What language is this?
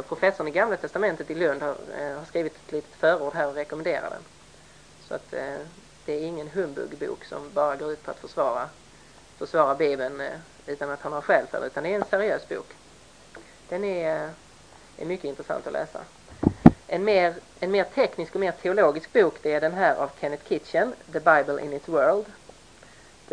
Swedish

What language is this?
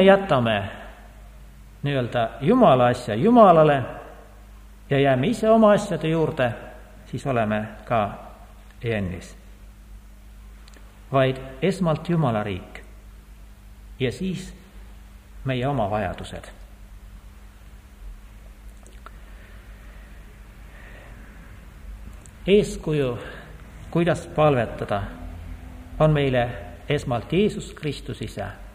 Estonian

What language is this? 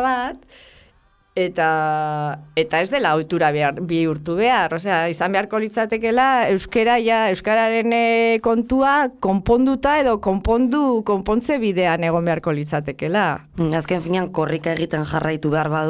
Basque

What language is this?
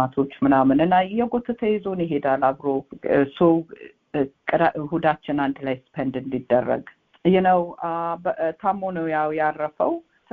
Amharic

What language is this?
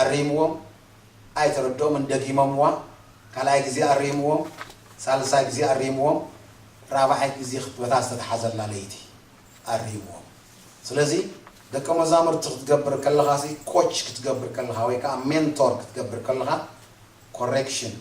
Tigrinya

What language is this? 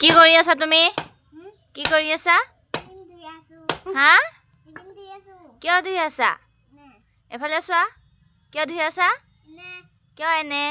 Assamese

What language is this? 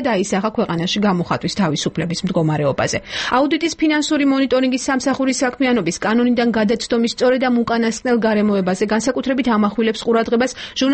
Georgian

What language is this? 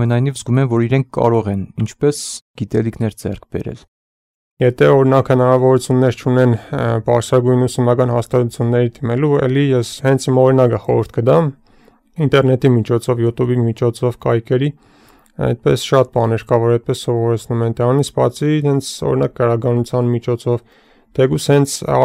Armenian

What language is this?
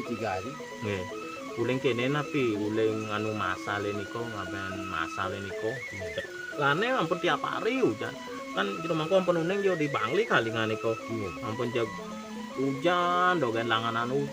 Balinese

